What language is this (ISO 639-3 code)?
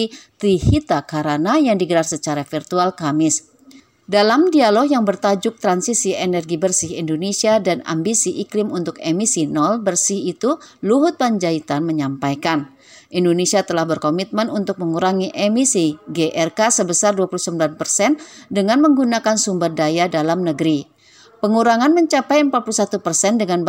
ind